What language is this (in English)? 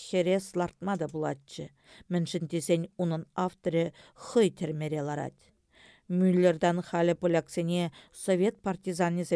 Chuvash